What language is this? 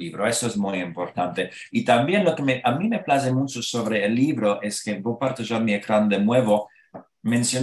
Ladino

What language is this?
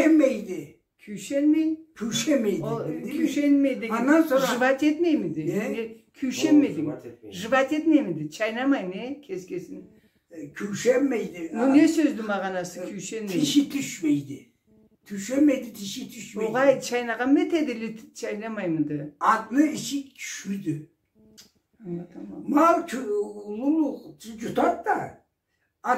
Karachay-Balkar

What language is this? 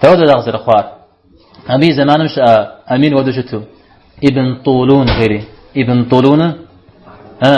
Kabardian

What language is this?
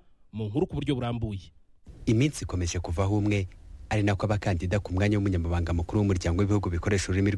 Kinyarwanda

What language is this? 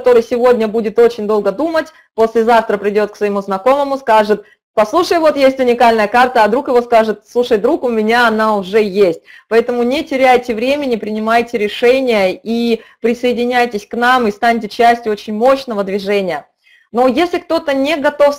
Russian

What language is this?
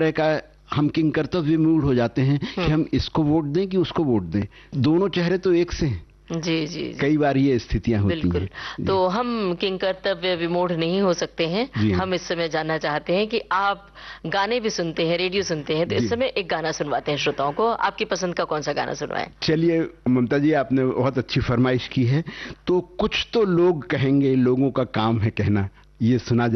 Hindi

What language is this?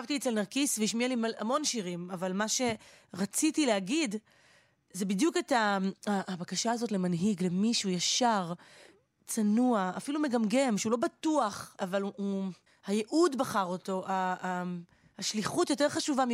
Hebrew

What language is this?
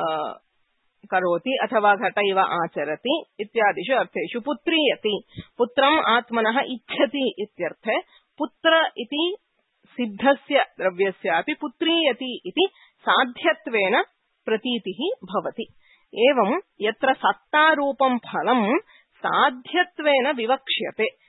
Sanskrit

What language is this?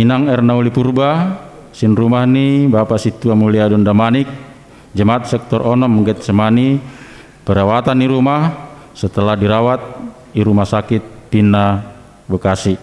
Batak Simalungun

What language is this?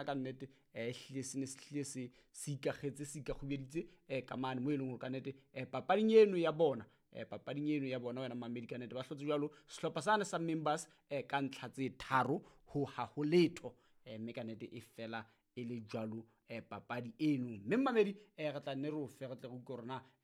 Southern Sotho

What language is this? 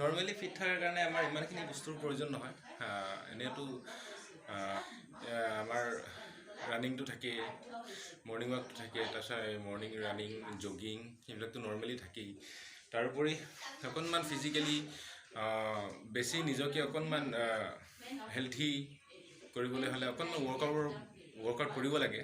Assamese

